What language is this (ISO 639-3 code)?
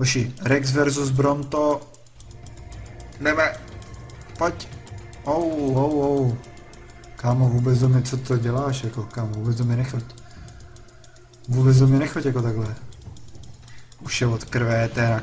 ces